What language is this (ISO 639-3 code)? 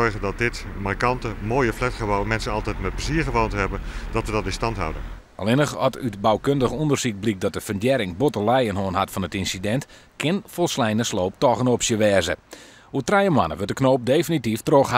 fry